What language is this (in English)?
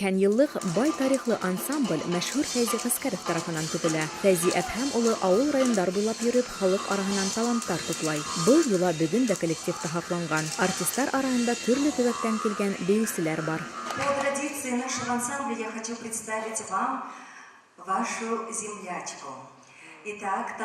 Bashkir